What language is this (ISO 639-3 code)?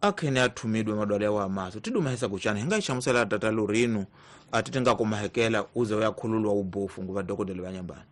tso